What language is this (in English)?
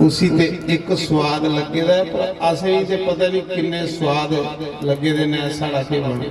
Dogri